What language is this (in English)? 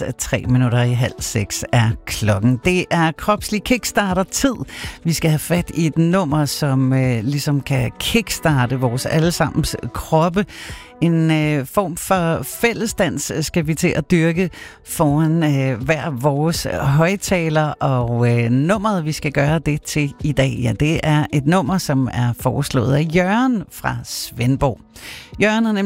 Danish